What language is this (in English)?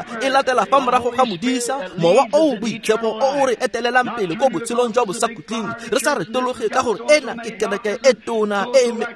Tswana